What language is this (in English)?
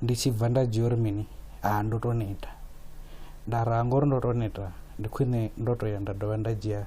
Venda